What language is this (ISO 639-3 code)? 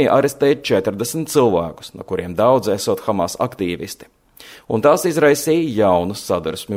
lav